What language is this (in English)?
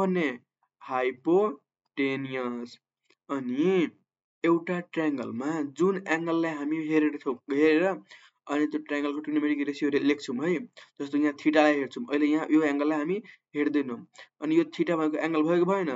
Nepali